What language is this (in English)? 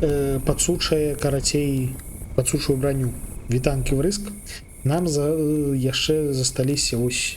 Belarusian